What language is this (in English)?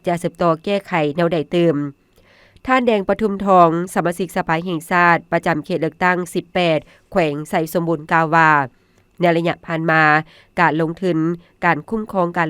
Lao